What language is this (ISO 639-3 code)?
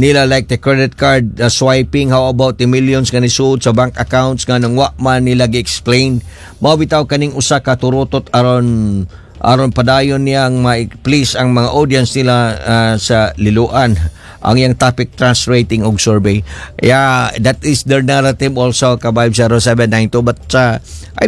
ceb